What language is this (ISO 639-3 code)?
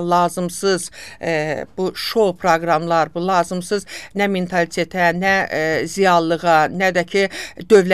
aze